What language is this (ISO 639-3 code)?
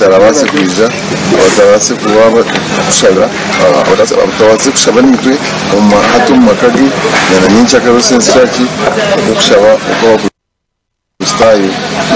nyn